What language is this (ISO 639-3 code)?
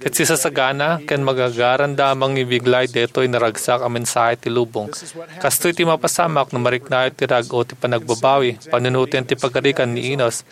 ilo